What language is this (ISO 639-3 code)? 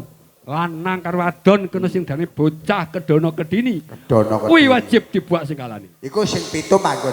jav